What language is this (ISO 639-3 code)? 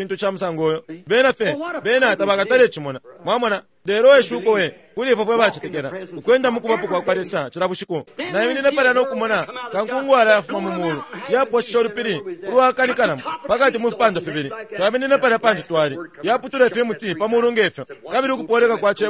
bem